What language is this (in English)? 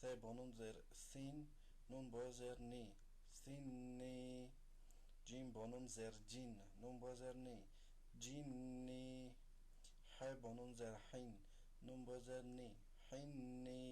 Tajik